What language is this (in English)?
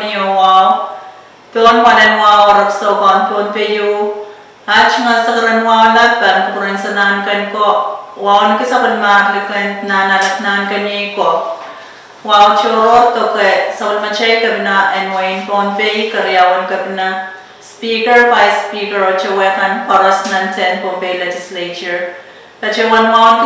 Pohnpeian